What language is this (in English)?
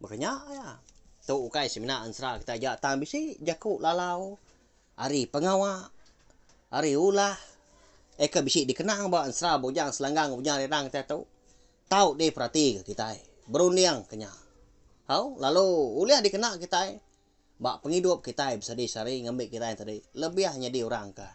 Iban